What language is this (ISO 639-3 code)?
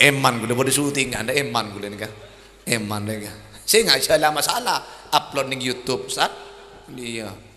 mad